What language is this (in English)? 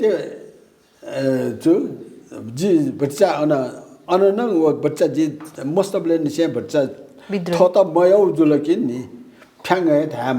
Newari